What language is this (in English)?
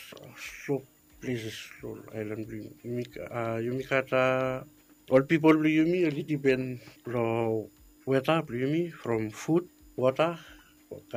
Bislama